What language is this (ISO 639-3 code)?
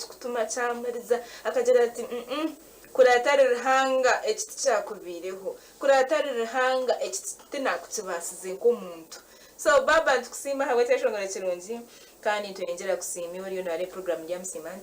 nyn